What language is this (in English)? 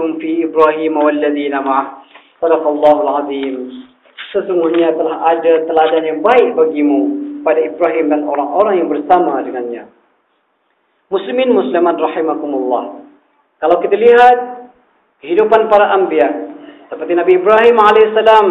Malay